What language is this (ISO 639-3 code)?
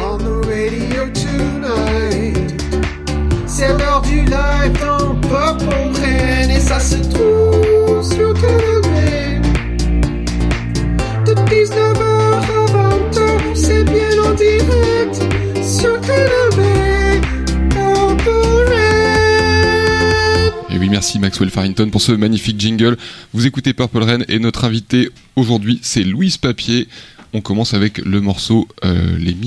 fra